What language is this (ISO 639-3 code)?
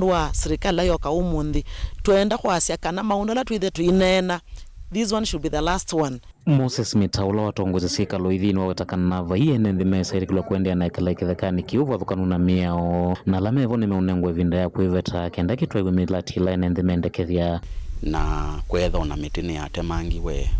kam